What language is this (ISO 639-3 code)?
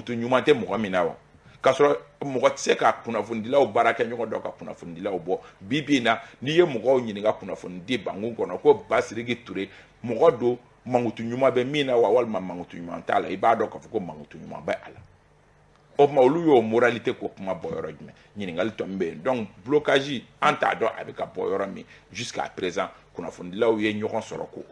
bam